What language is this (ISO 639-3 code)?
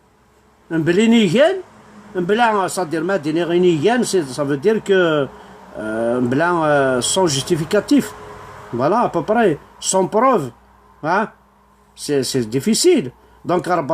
kab